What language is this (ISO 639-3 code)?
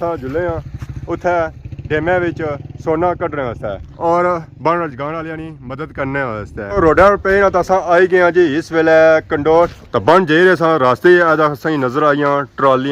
phr